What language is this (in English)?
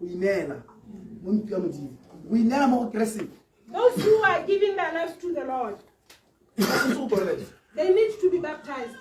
Tswana